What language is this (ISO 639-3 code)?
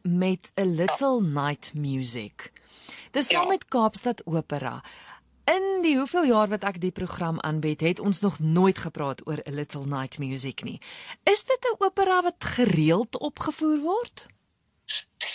afr